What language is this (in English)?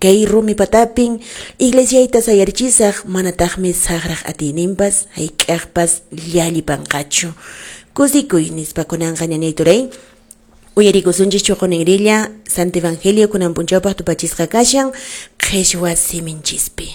Quechua